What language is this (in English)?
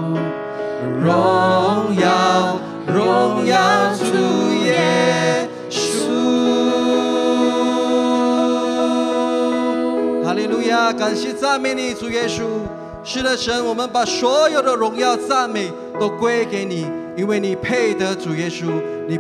Chinese